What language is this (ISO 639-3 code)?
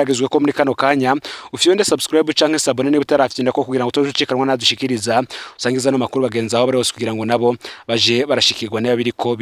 run